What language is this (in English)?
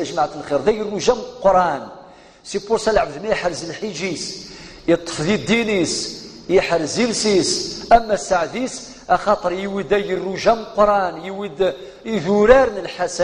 Kabyle